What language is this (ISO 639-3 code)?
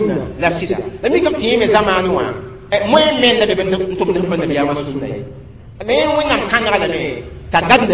mos